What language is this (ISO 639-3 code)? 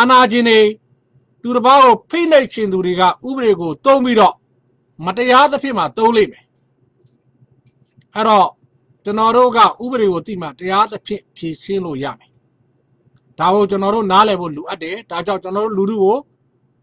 mya